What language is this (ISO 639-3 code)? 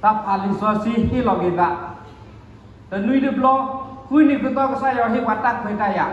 ksw